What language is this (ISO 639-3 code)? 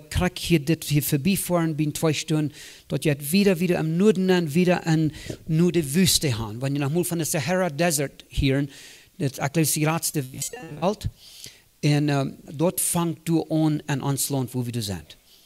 pdt